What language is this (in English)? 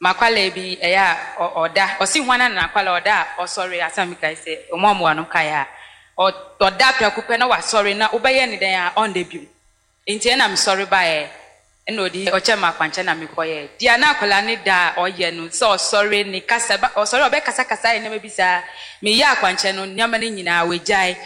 Akan